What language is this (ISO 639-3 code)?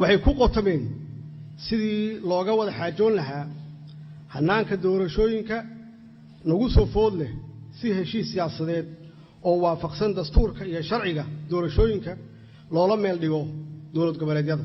som